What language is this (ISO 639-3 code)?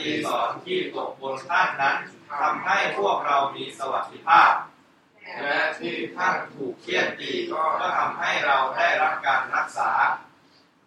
tha